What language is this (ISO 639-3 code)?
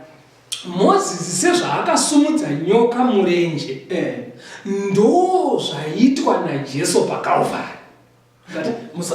sna